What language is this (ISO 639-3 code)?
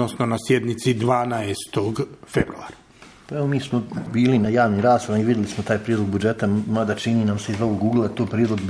hrv